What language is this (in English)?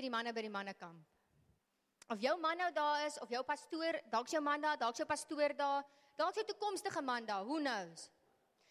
Afrikaans